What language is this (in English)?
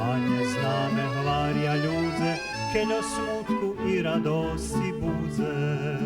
Rusyn